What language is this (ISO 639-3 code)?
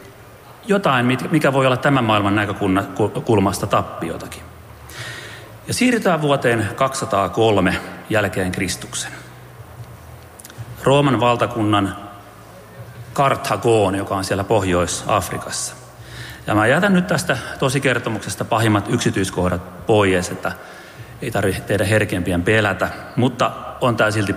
fin